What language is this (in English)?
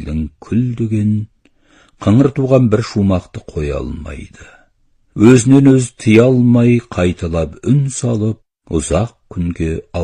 Kazakh